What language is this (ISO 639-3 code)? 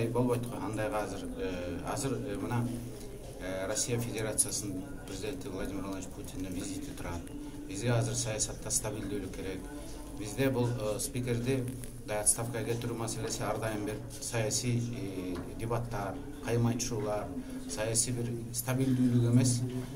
kir